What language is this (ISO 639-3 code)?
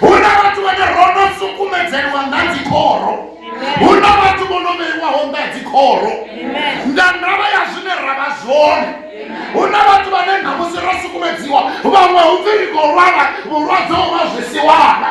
ven